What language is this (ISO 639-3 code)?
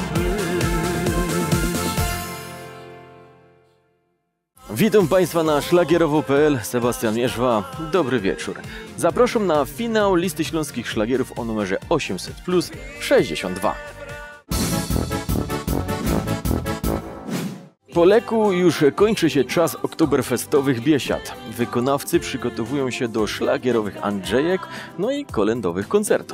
pol